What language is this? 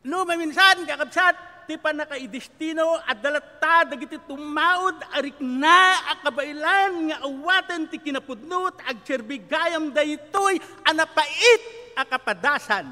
Iloko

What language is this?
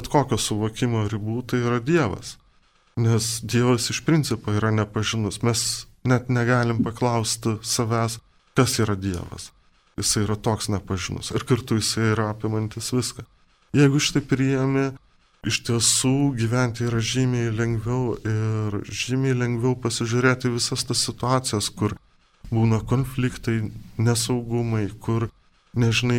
Lithuanian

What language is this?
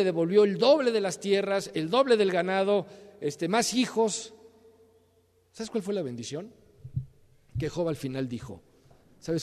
Spanish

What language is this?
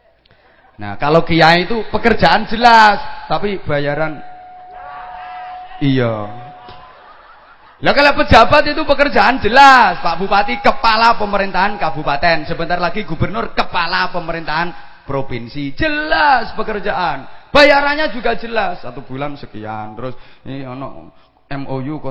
Indonesian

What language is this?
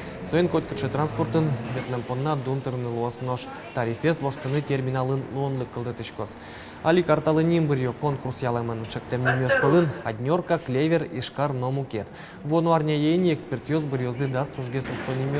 Udmurt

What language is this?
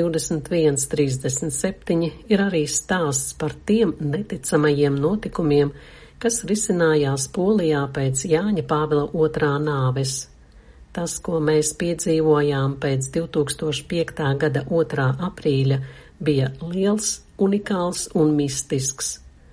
Latvian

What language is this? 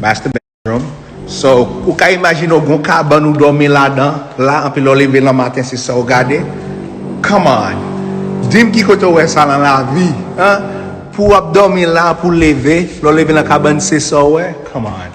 Haitian Creole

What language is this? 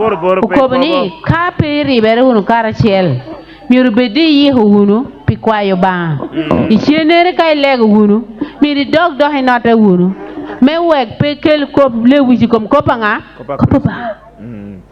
Acoli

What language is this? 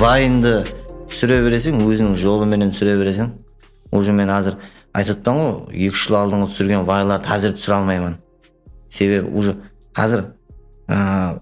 Kara-Kalpak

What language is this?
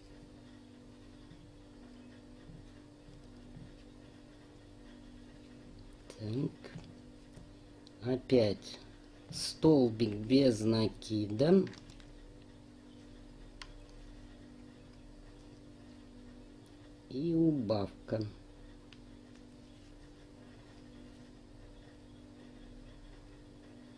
Russian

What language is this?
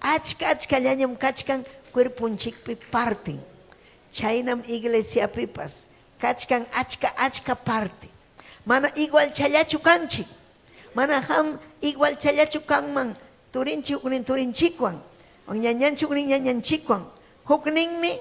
Ayacucho Quechua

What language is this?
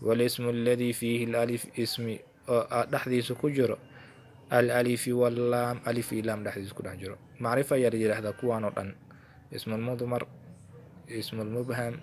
Somali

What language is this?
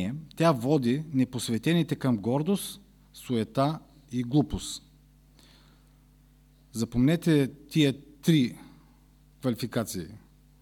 Bulgarian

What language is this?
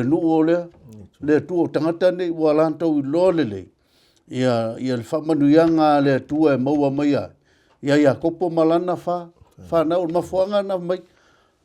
Samoan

